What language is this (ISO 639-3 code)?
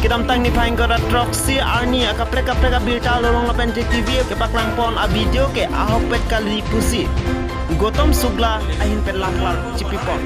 mjw